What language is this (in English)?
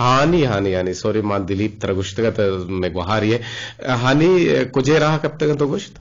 Eastern Balochi